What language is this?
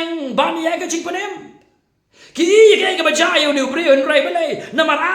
Khasi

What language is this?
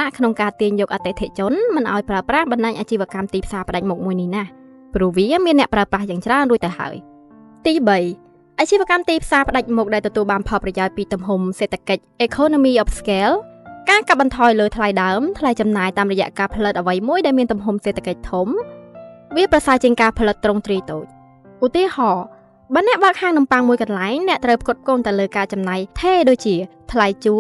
Khmer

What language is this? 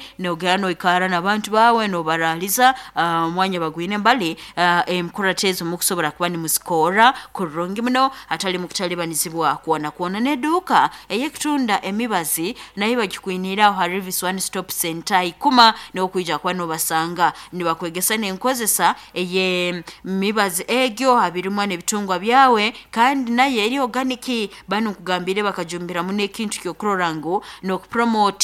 Nyoro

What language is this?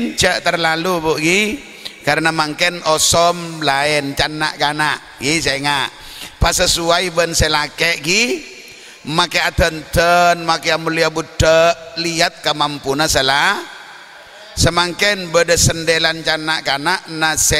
Madurese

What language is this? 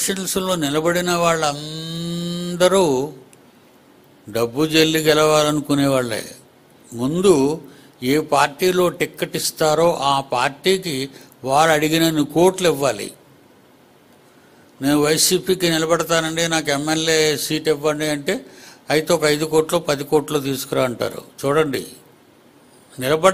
Telugu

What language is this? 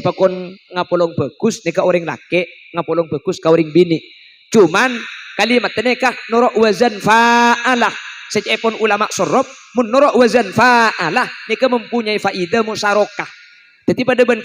Madurese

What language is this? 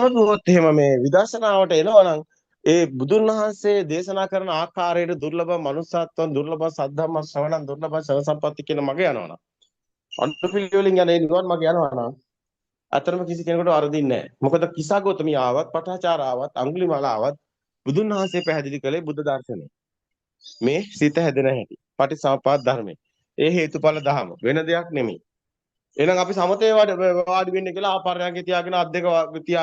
Sinhala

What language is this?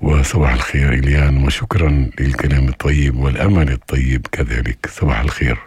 North Levantine Arabic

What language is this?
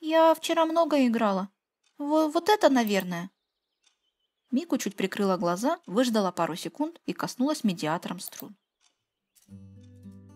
Russian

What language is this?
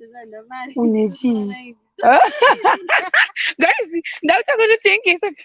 Shona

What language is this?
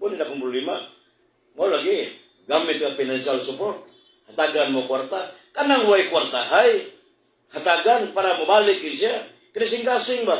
Cebuano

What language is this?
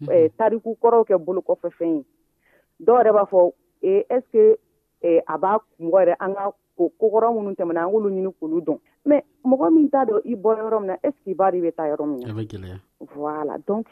Dyula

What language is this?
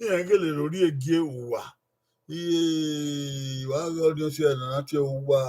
Bini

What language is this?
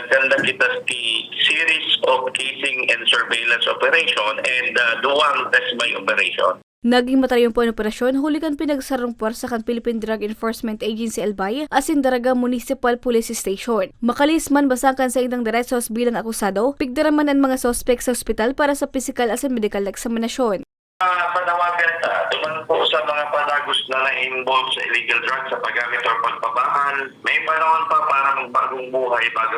Bikol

